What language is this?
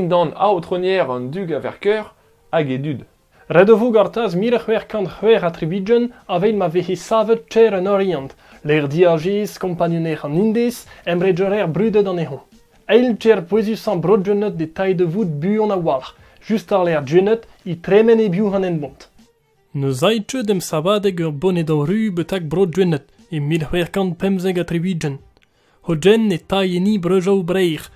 Breton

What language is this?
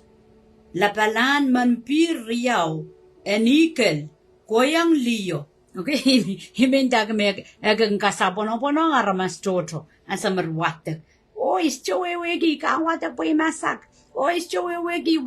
Pohnpeian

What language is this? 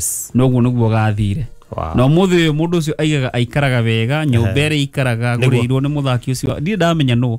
Kikuyu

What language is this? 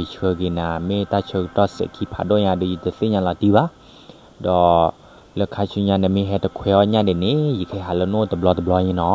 S'gaw Karen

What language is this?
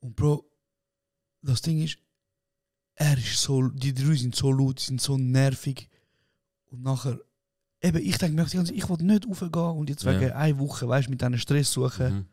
Swiss German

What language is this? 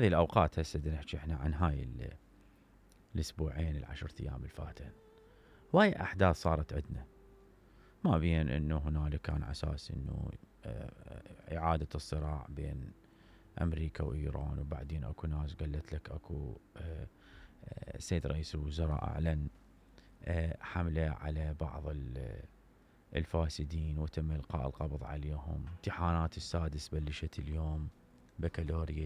Mesopotamian Arabic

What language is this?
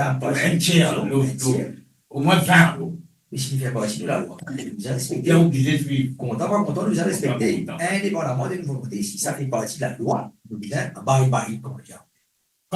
Morisyen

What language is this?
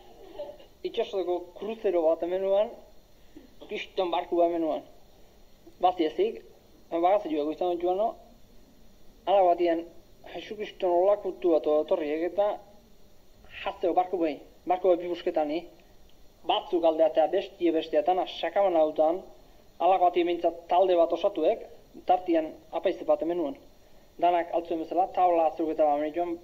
Basque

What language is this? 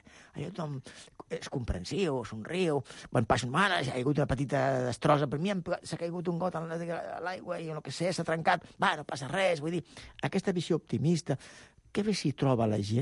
Catalan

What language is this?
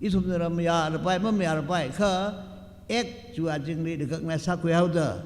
Tangkhul Naga (India)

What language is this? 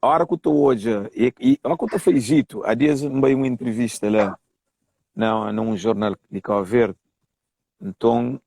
Kabuverdianu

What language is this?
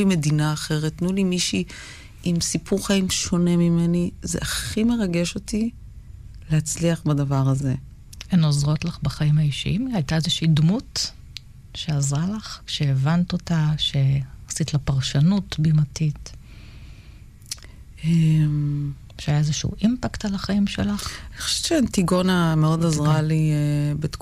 Hebrew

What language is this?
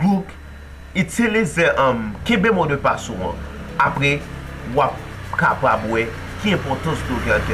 Haitian Creole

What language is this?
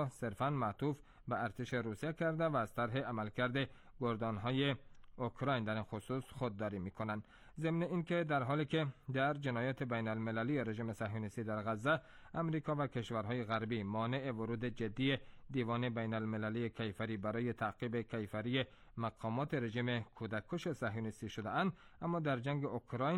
Persian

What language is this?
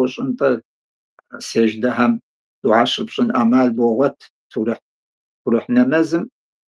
Kabardian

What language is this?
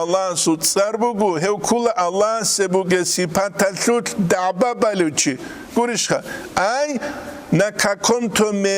Avaric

